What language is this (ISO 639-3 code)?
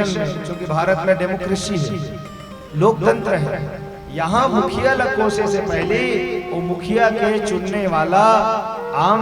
hne